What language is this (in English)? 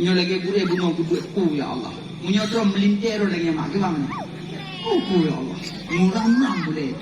Achinese